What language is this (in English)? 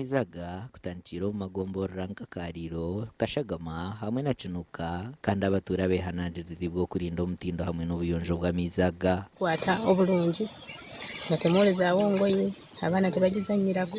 Nyankole